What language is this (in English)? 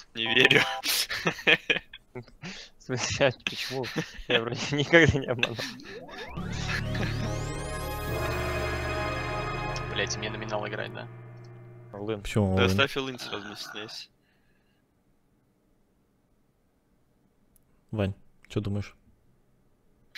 Russian